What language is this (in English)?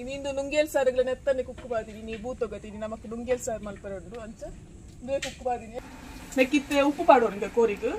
Tulu